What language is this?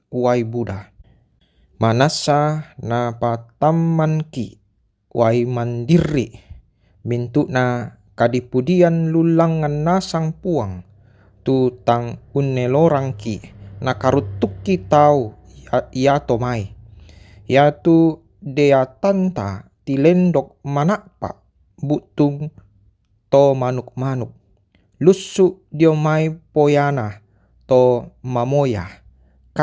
Toraja-Sa'dan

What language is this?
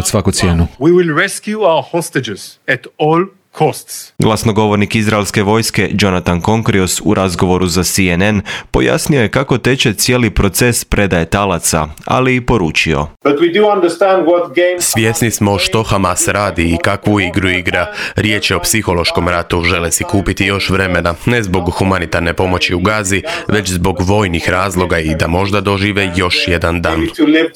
Croatian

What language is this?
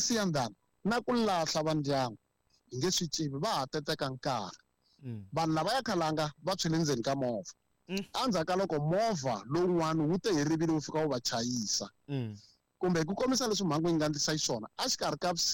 Tsonga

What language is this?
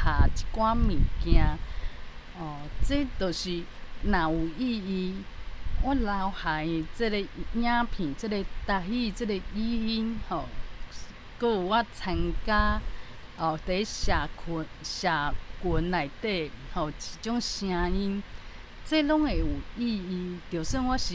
Min Nan Chinese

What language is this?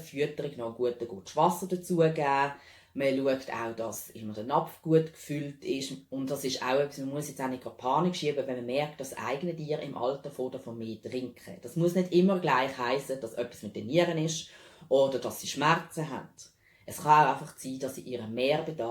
Swiss German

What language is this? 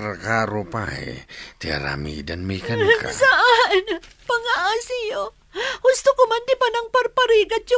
Iloko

